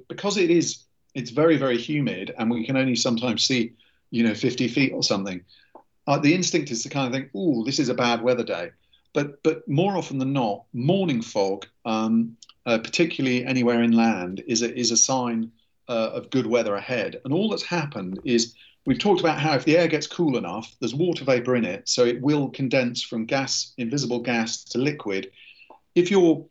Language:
English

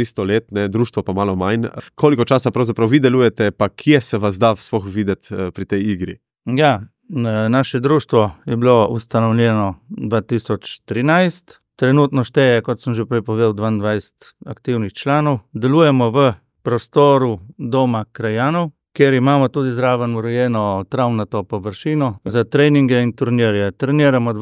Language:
Slovenian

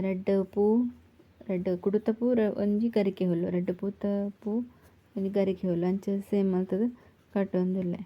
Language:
Tulu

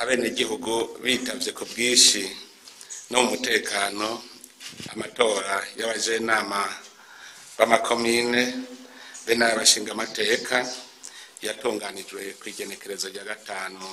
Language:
Rundi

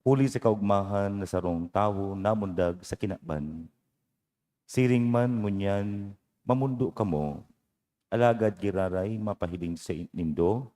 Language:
Bikol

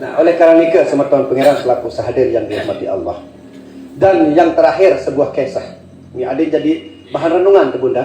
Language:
Sasak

